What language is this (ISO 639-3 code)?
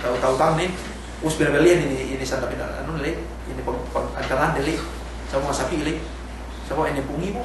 yka